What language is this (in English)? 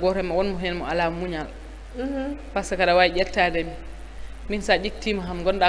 Fula